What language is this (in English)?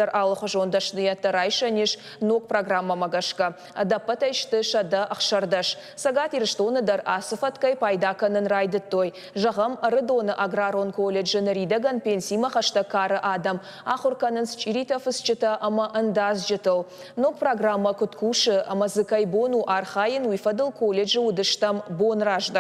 Ossetic